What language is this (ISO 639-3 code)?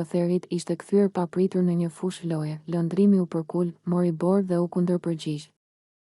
sqi